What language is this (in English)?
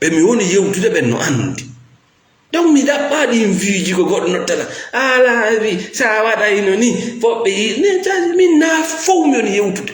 Fula